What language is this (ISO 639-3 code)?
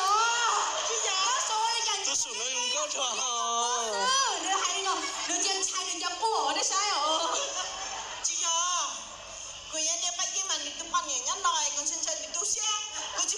hmn